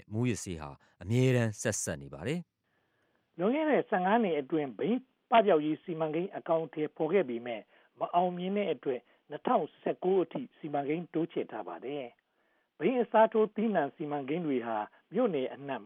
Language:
Burmese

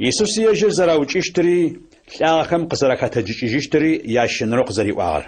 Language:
Adyghe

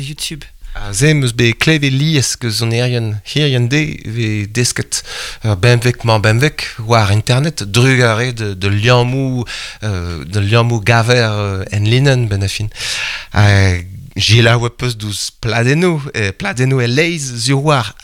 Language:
Breton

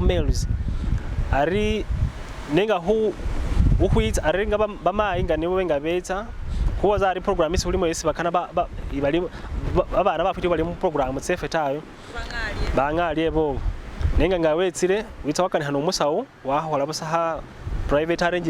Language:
Masaaba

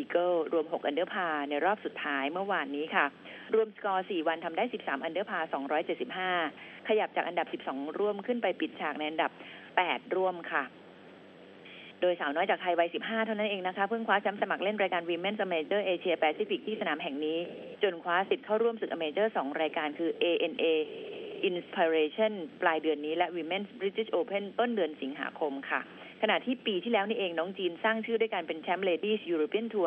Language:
Thai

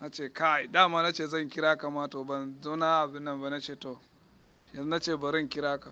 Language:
Hausa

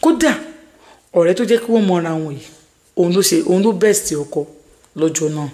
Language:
Yoruba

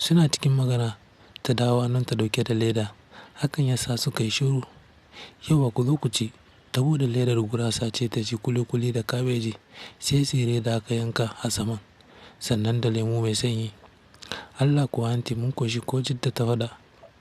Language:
Hausa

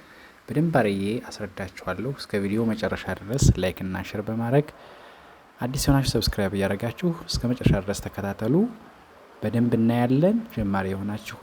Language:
Amharic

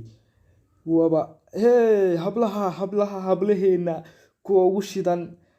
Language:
Somali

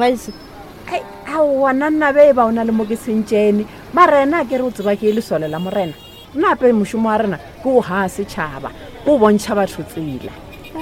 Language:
Northern Sotho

